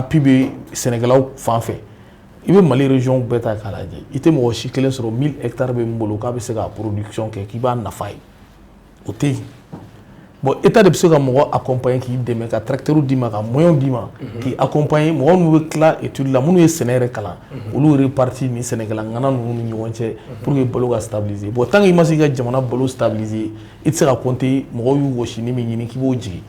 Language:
Bambara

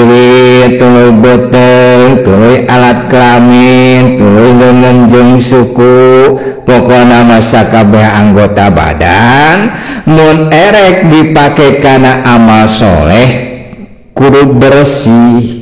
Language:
Sundanese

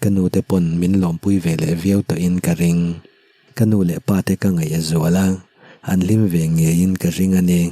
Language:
Mizo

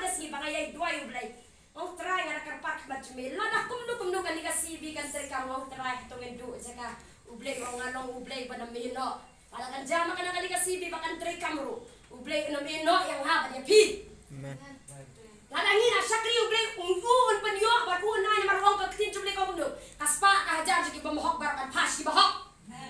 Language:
Khasi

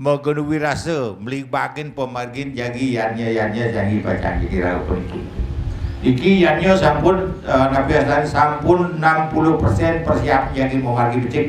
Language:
Balinese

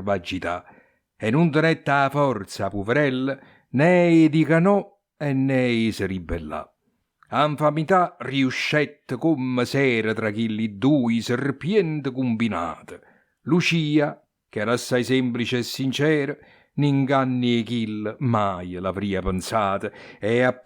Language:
Neapolitan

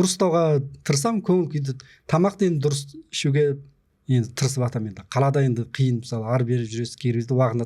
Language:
Kazakh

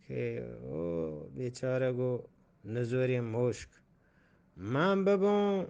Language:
Eastern Balochi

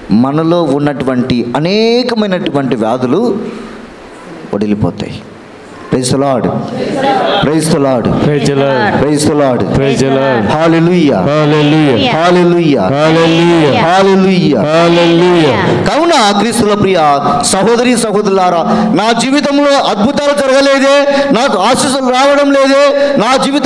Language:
Telugu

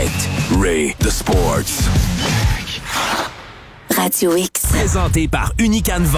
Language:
French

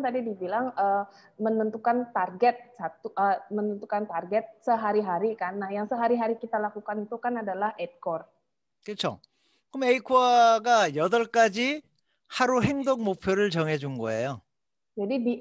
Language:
Indonesian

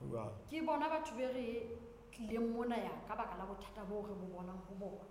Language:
Southern Sotho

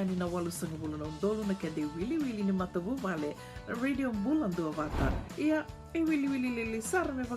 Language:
Fijian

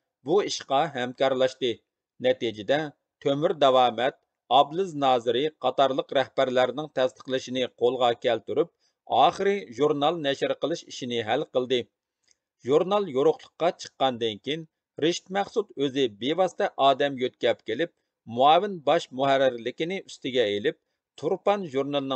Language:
Uyghur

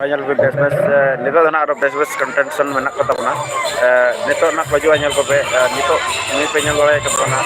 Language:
Santali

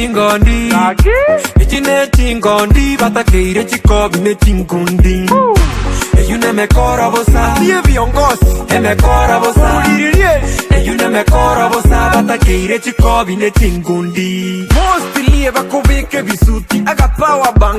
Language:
Gusii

